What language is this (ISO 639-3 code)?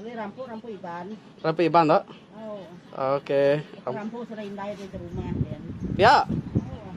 iba